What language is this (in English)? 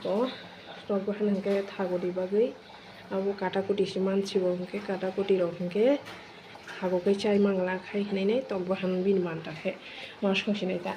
Kok Borok